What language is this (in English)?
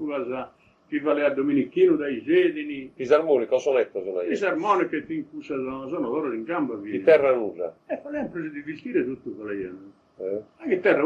Sardinian